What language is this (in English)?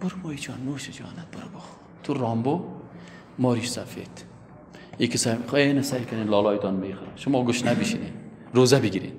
Persian